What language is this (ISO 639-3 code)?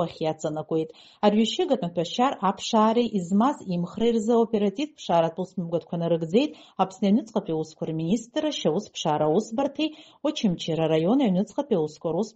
abk